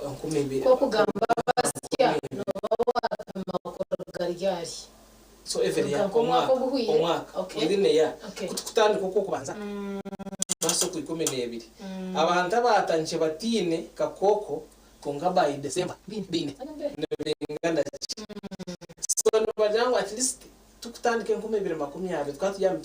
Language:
Nyankole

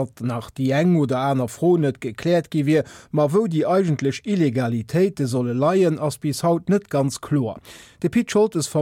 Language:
Luxembourgish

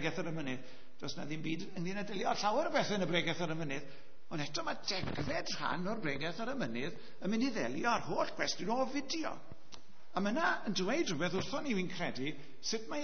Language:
Welsh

